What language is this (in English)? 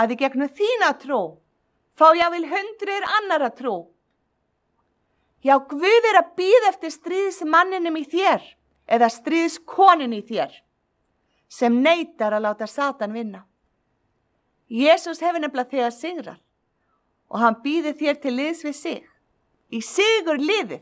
Icelandic